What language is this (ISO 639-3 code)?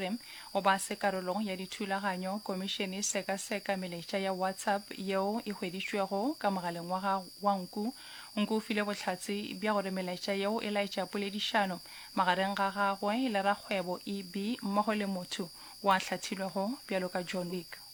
nso